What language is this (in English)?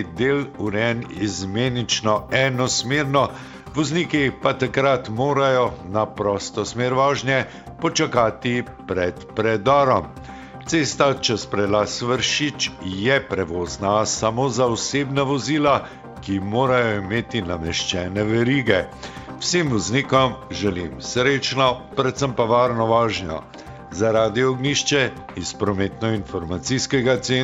Slovenian